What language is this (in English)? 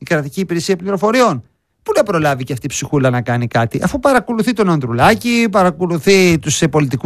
Greek